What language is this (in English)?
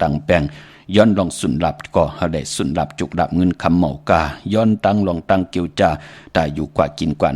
Shan